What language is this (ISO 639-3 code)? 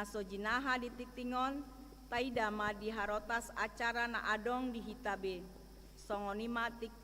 bbc